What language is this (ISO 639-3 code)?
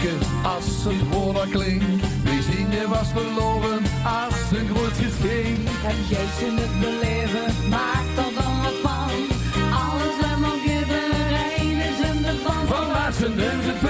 lim